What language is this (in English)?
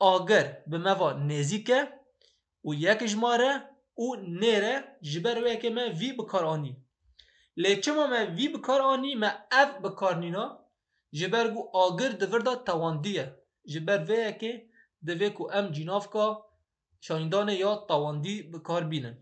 Kurdish